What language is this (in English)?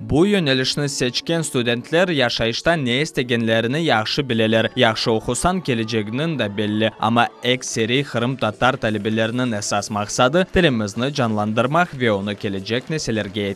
Crimean Tatar